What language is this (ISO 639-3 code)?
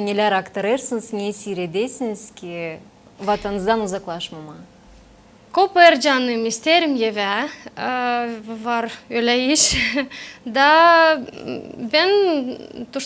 gag